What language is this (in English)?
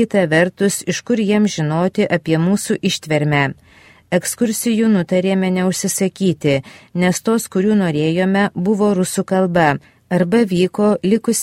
Lithuanian